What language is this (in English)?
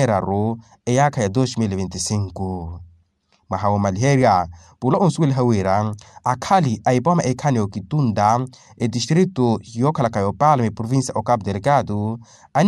Makhuwa